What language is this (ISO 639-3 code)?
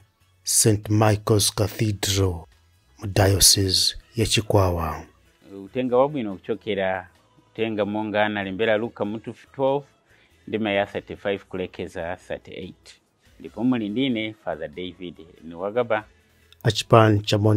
nya